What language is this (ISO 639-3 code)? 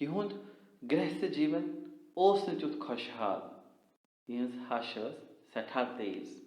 kas